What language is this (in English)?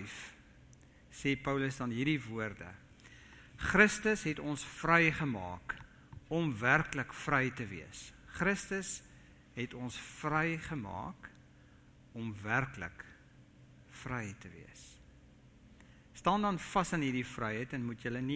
Afrikaans